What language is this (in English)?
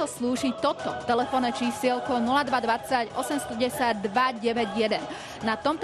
Slovak